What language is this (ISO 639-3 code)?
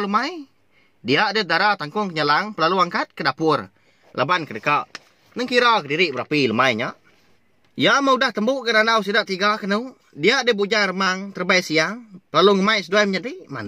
iba